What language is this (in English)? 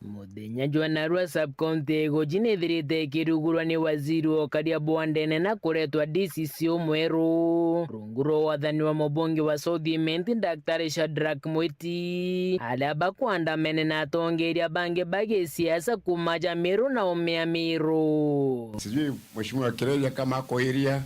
Meru